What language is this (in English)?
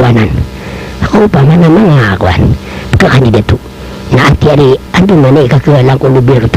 Maranao